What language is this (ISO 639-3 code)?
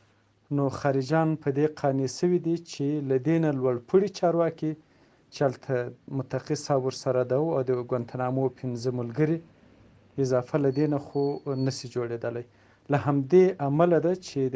pus